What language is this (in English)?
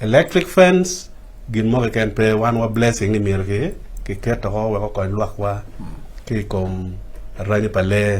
Acoli